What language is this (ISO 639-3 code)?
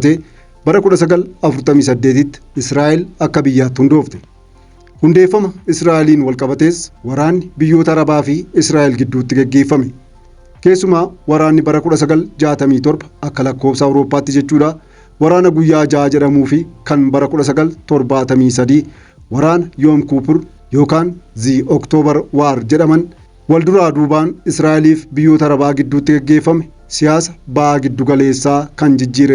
orm